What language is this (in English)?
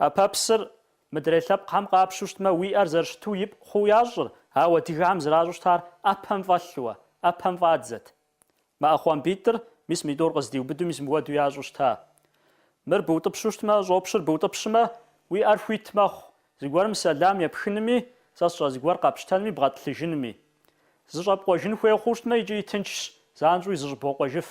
Kabardian